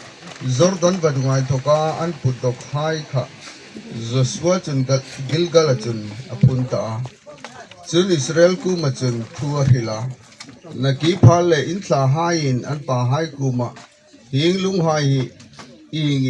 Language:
Hmar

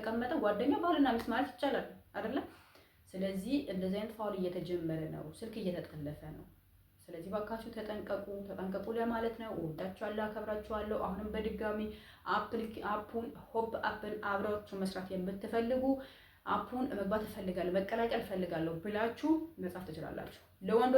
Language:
Amharic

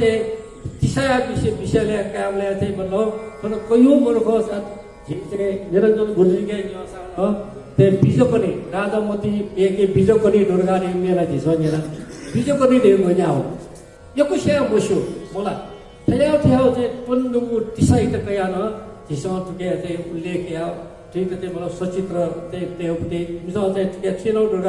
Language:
Newari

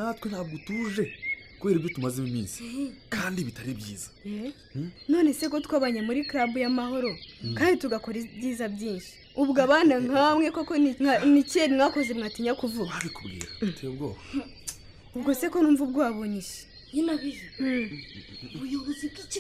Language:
Kinyarwanda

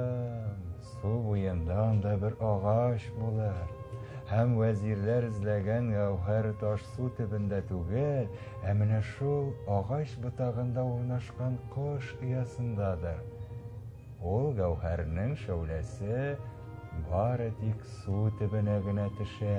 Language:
Tatar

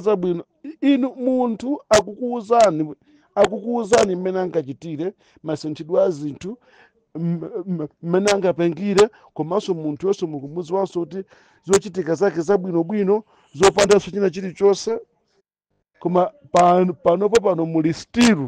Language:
Nyanja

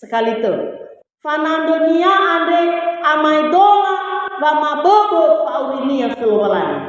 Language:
Nias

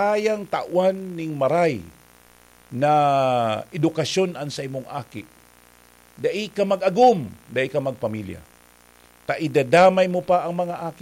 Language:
Bikol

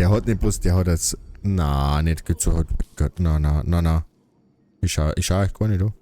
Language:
Bavarian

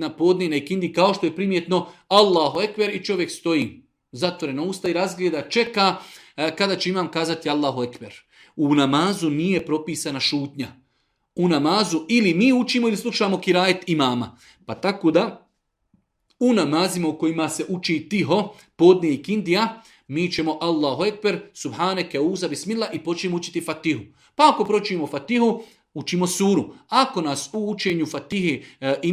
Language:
Serbian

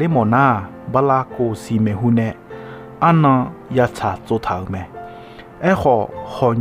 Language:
Akha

